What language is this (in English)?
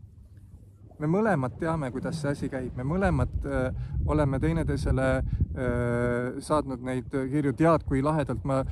Estonian